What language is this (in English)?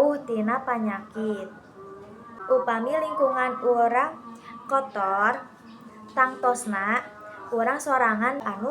Sundanese